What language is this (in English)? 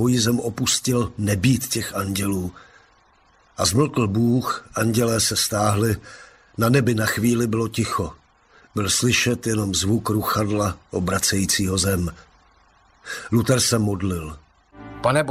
Czech